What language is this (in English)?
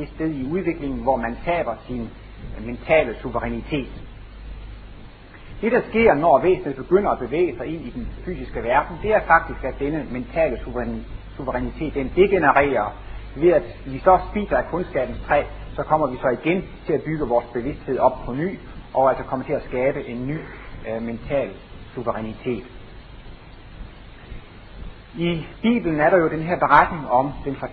Danish